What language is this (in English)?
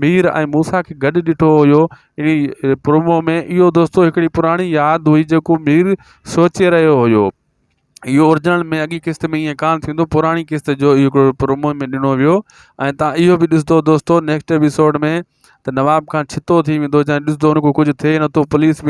Sindhi